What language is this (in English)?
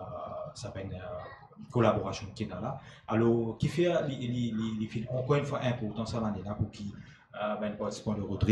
Morisyen